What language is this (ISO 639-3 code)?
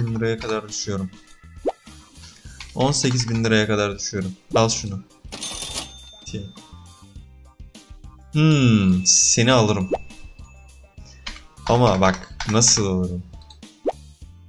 tur